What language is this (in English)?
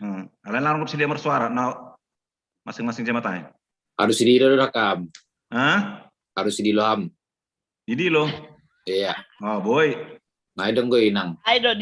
Batak Simalungun